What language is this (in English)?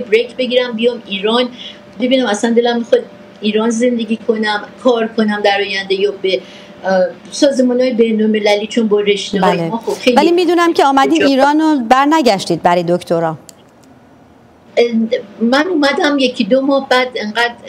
Persian